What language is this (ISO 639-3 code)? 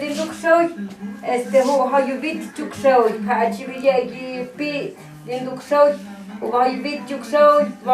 mto